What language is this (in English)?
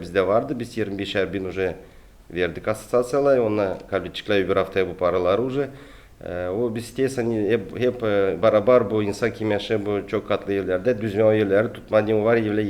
Gagauz